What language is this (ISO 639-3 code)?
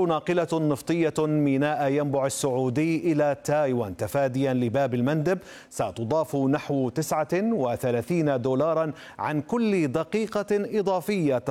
ara